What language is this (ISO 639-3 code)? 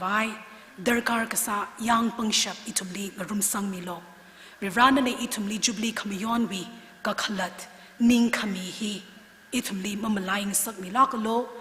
nmf